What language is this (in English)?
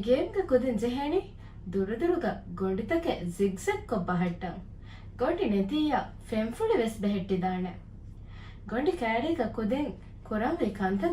Divehi